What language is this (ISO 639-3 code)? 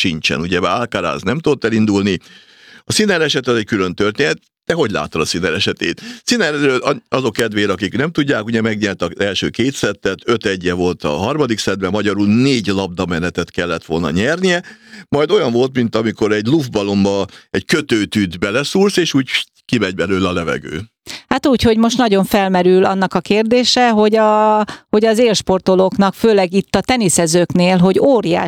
hun